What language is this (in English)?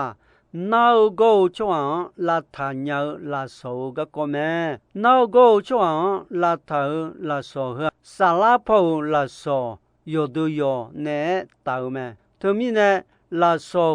Akha